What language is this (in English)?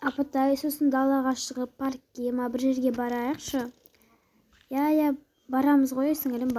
Kazakh